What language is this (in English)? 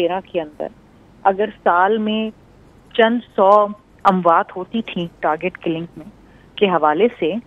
Urdu